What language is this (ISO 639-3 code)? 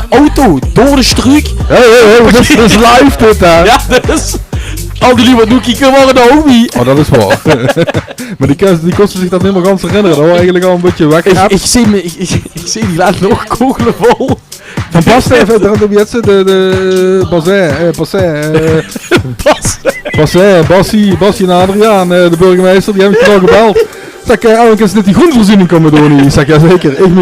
lim